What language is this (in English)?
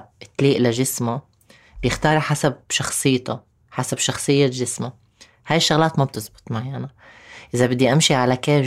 North Levantine Arabic